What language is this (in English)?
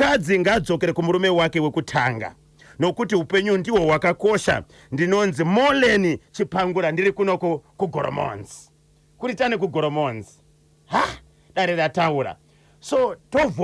Shona